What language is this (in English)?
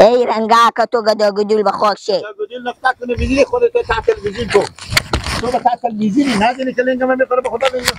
Persian